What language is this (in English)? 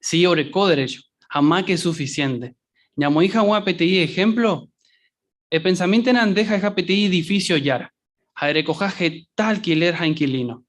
Guarani